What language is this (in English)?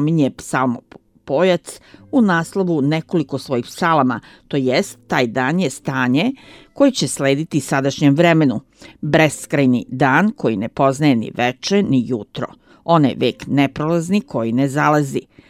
Serbian